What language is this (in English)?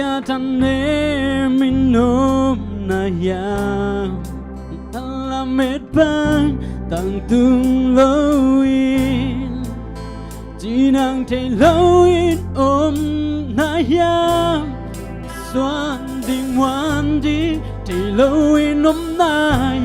Tedim Chin